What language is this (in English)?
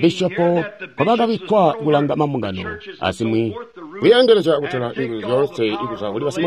Tonga (Zambia)